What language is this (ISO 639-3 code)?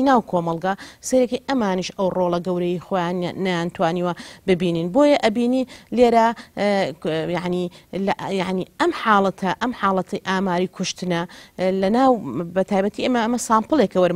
ckb